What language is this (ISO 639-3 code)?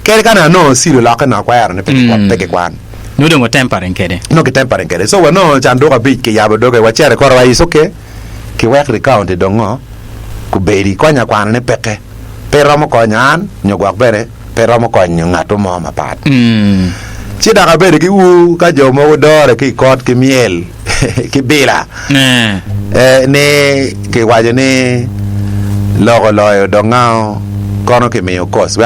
ach